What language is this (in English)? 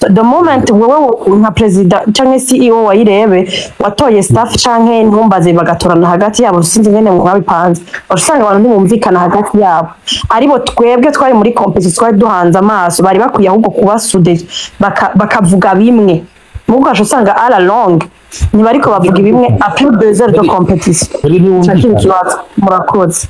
Rundi